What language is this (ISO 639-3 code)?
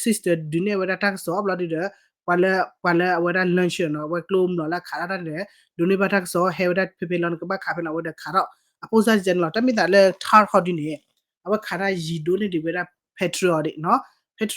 ksw